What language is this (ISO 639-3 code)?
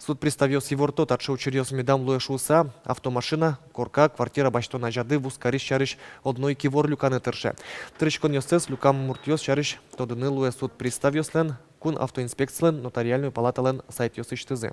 udm